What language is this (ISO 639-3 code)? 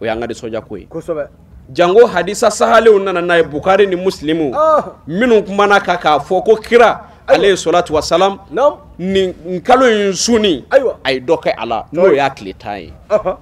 bam